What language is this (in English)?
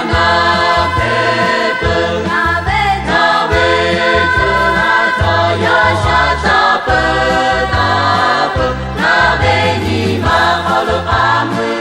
Lahu